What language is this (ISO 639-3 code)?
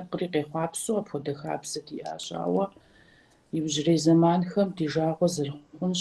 kbd